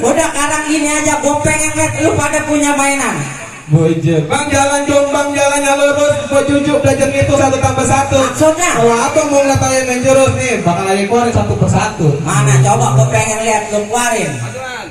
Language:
Betawi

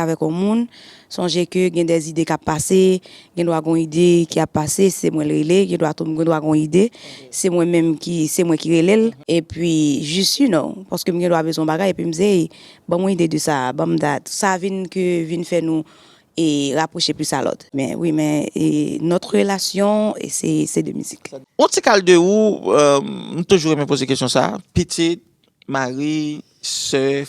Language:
Haitian Creole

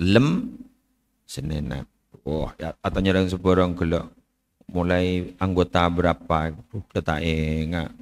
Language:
Madurese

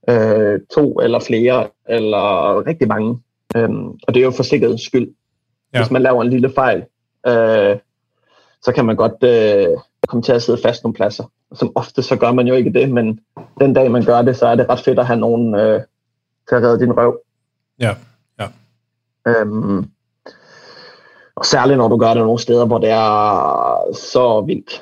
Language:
Danish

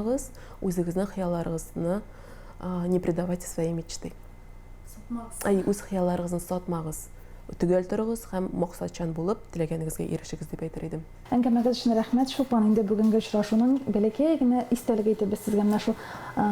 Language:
Tatar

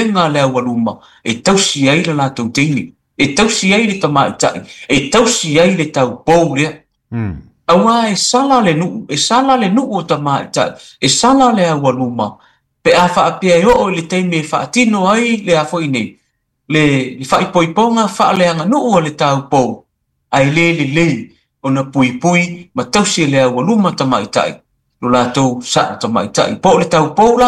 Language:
Samoan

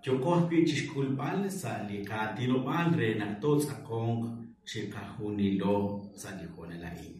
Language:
Kekchí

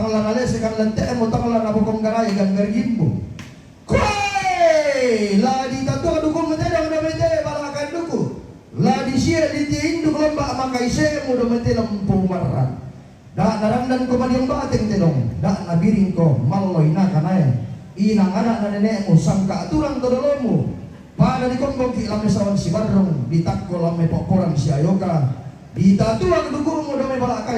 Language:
Toraja-Sa'dan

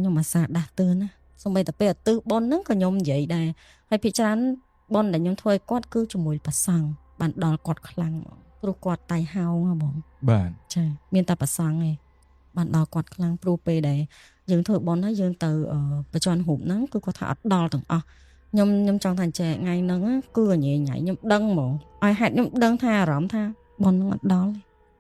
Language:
Khmer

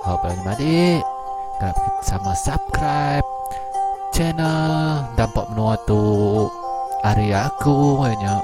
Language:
Iban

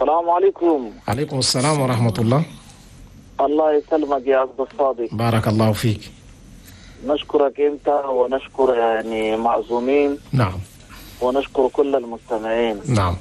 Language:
Chadian Arabic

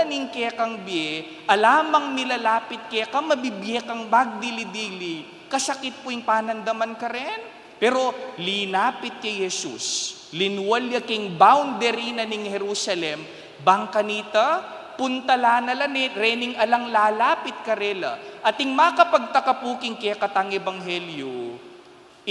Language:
Pampanga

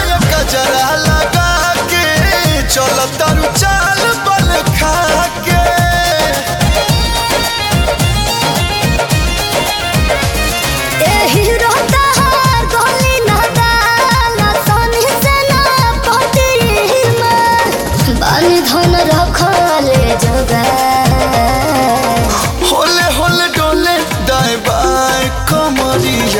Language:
Bhojpuri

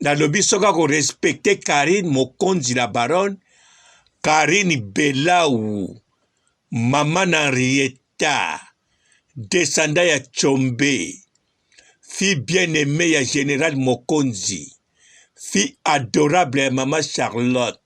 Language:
Lingala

